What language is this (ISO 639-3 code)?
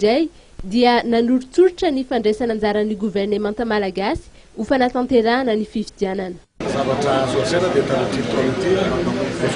mlg